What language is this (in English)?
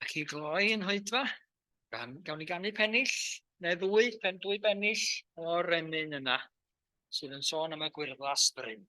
Welsh